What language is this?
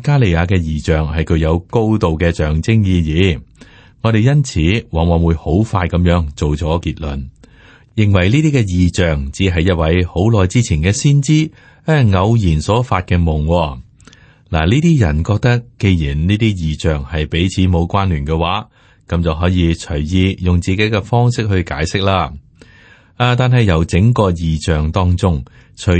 Cantonese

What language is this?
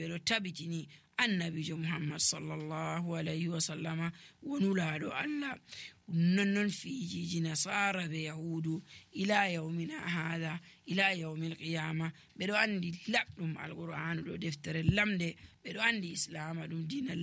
Nigerian Fulfulde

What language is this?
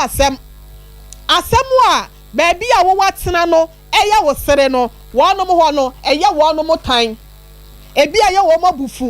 Akan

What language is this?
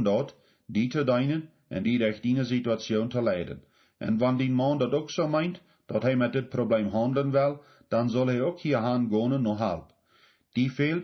Plautdietsch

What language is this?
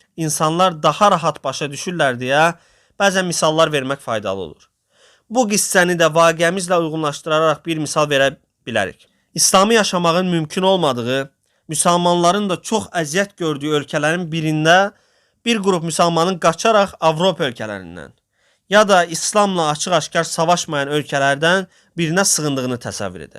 Azerbaijani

